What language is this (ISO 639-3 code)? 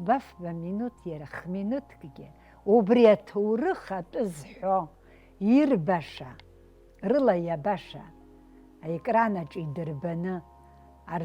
abk